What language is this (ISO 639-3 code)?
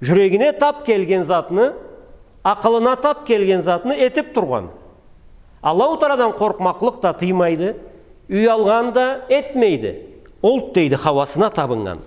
krc